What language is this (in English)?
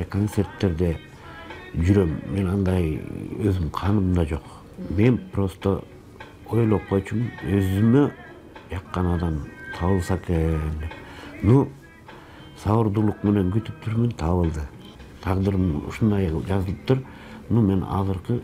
Kyrgyz